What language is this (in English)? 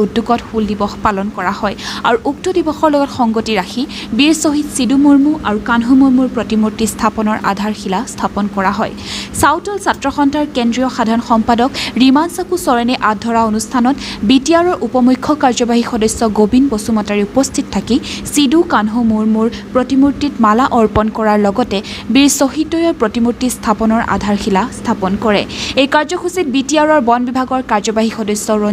Assamese